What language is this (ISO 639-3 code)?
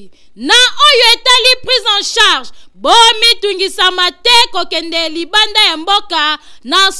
lin